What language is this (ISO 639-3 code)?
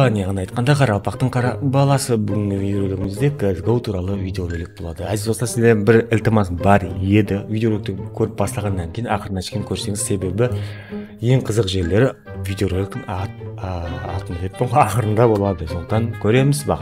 kaa